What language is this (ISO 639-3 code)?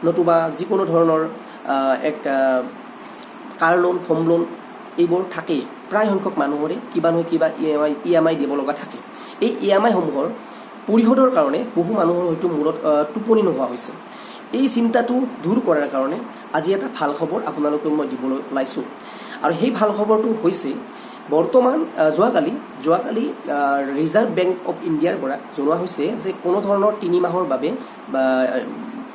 asm